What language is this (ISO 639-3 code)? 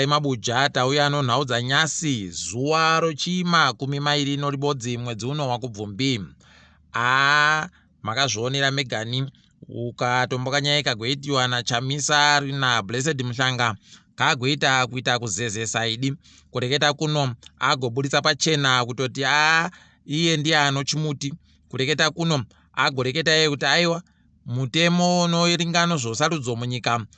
ndc